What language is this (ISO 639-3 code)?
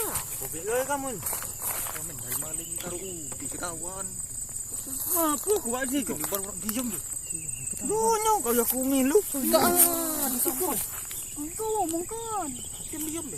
mui